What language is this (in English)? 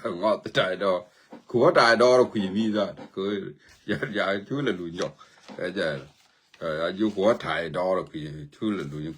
Nuer